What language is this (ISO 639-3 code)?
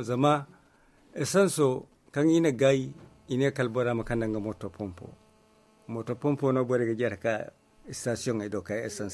dje